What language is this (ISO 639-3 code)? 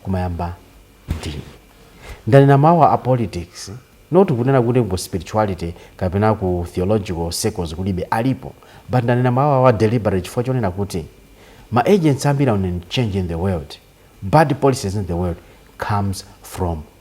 nya